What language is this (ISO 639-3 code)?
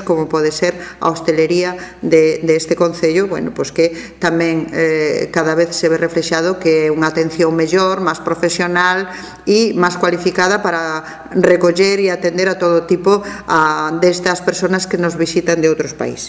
glg